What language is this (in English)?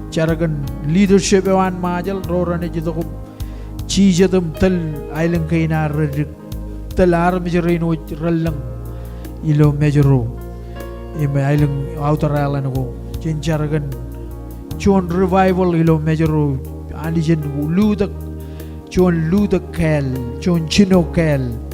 Marshallese